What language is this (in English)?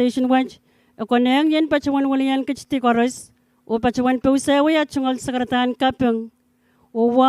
Pohnpeian